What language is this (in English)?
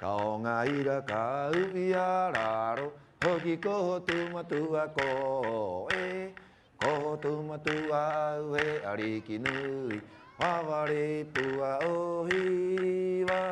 Rapanui